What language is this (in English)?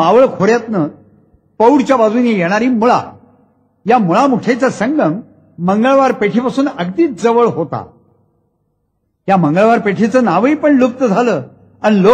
Marathi